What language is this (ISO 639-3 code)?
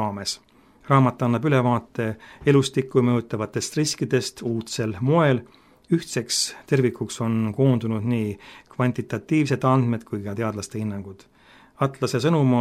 est